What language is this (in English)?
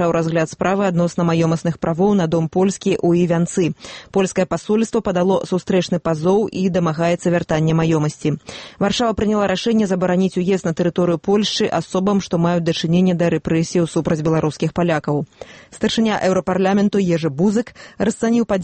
Belarusian